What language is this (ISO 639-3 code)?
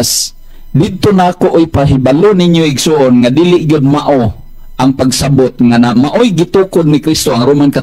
ceb